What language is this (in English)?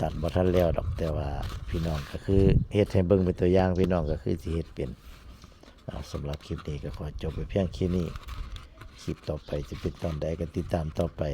Northeastern Thai